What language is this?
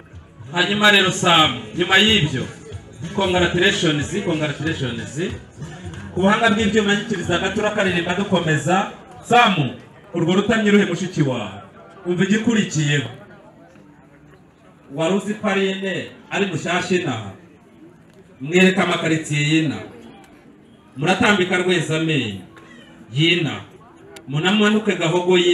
Kinyarwanda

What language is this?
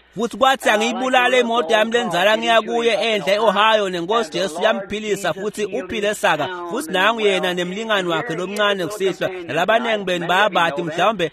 Swati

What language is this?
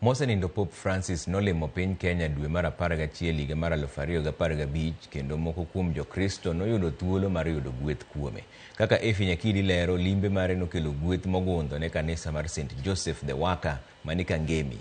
Luo (Kenya and Tanzania)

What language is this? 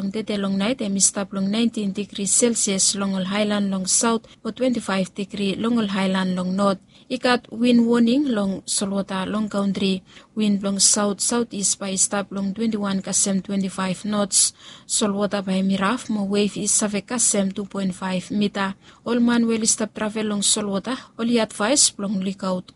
Bislama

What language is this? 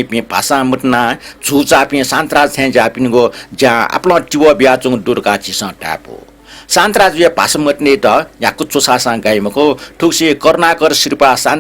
Newari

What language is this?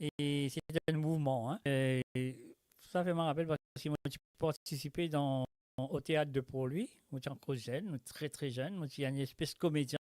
Morisyen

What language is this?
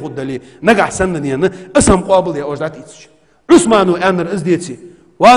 Ingush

